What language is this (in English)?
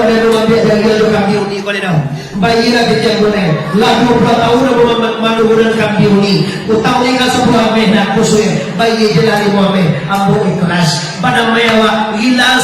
Minangkabau